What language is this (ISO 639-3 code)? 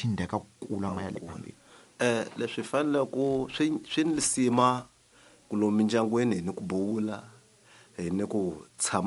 tso